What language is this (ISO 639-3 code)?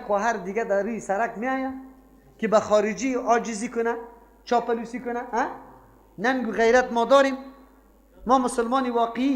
fas